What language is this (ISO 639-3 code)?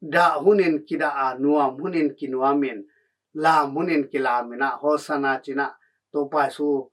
ctd